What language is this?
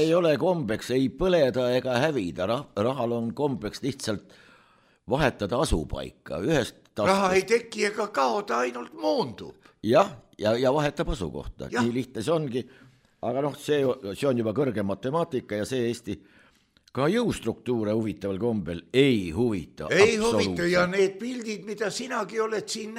Estonian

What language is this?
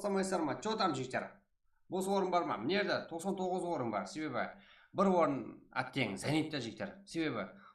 Kara-Kalpak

